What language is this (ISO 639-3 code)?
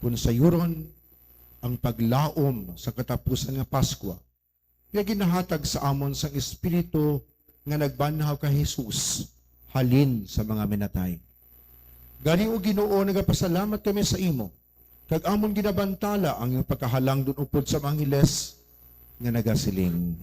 hil